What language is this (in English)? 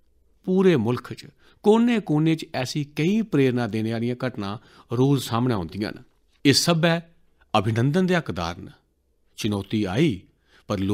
Dogri